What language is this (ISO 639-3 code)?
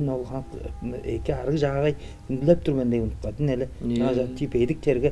tyv